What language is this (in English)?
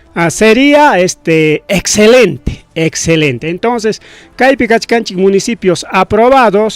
Ayacucho Quechua